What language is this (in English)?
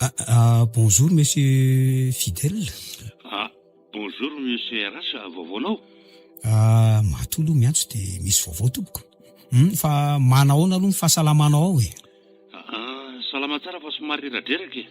Malagasy